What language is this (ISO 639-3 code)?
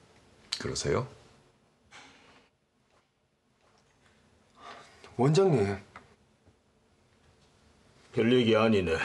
kor